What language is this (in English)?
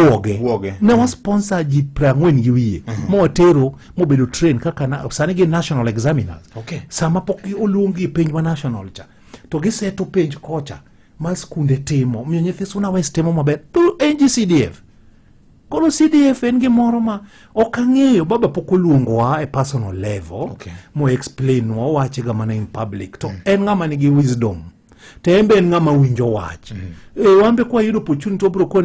Luo (Kenya and Tanzania)